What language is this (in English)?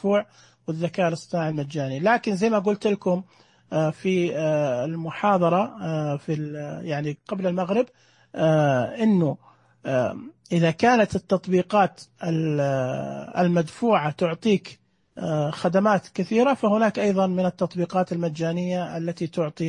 Najdi Arabic